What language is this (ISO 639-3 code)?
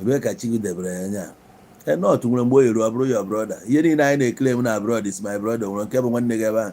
ibo